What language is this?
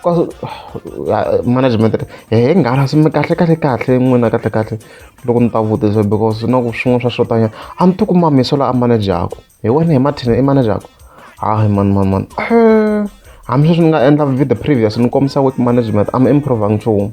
Tsonga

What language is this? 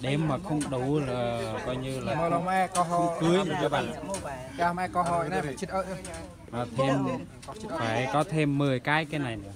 Central Mnong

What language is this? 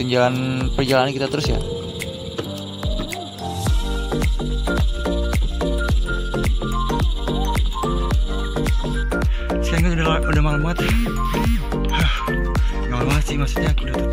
Indonesian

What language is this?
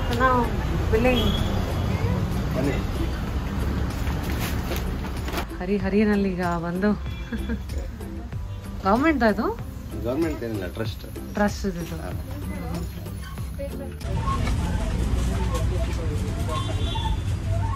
Kannada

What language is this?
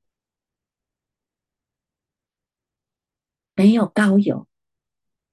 Chinese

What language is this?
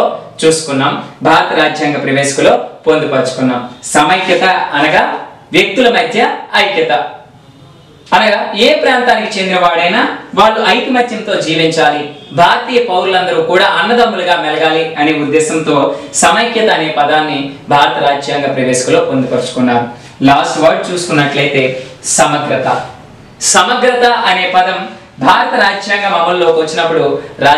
Telugu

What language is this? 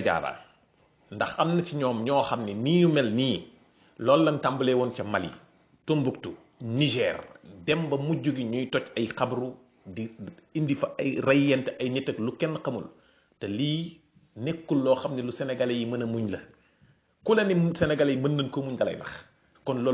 Wolof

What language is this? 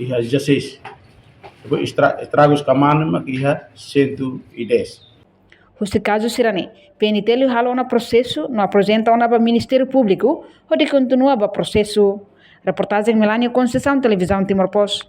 Tetum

